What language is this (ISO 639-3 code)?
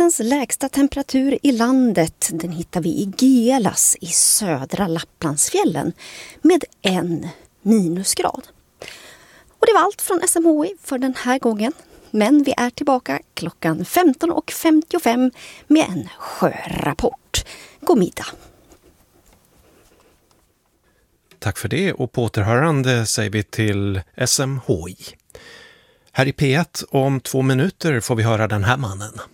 swe